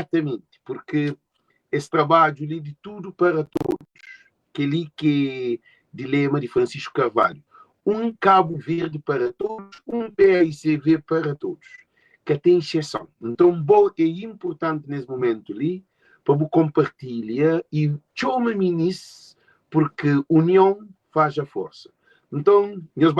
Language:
Kabuverdianu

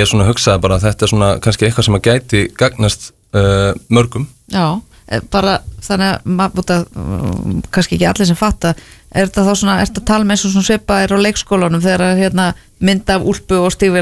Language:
Icelandic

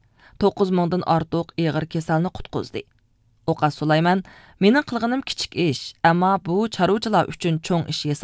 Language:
Uyghur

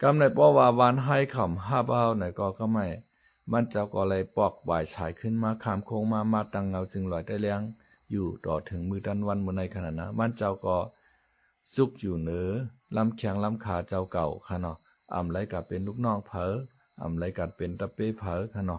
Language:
Shan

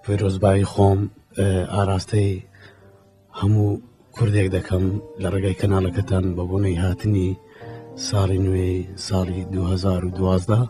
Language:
Kurdish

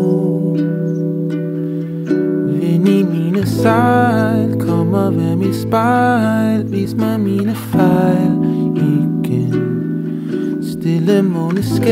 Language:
Danish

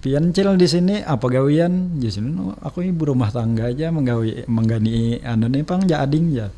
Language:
Banjar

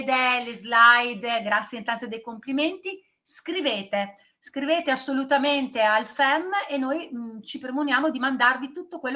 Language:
Italian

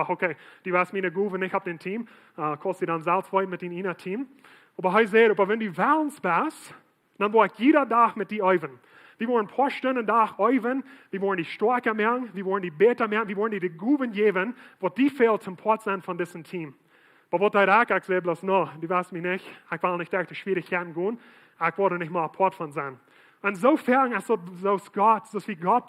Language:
Plautdietsch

